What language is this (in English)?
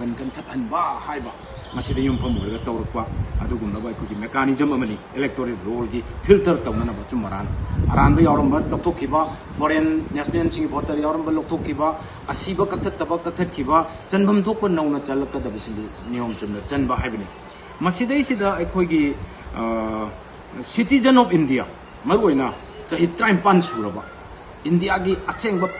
Manipuri